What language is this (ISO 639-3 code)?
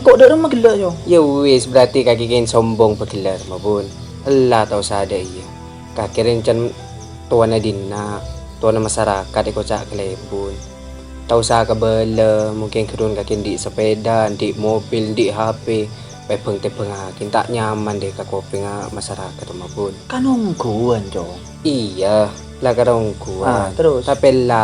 mad